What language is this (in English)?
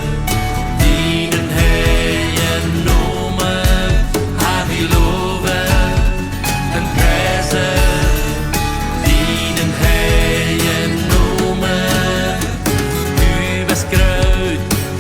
Plautdietsch